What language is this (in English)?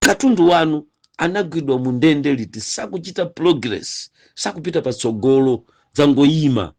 Nyanja